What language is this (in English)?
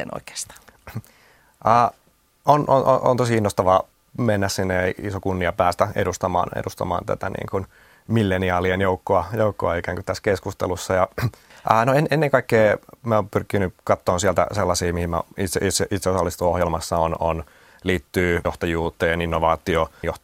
Finnish